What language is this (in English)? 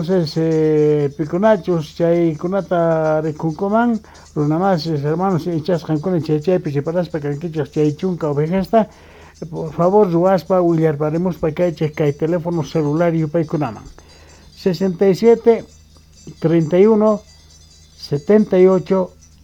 South Bolivian Quechua